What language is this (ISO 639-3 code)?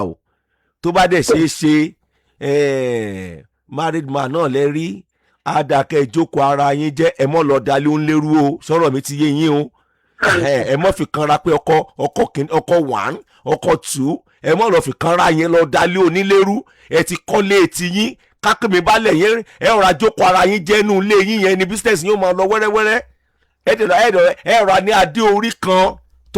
yor